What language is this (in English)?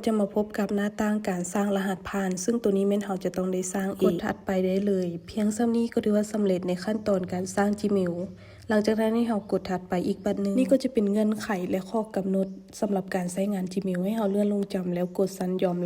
Lao